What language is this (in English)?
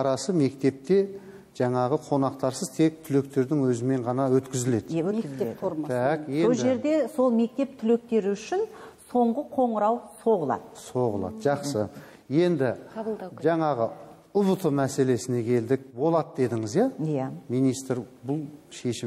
Kazakh